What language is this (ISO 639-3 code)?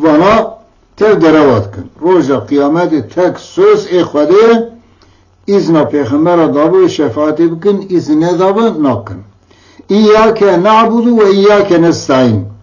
kur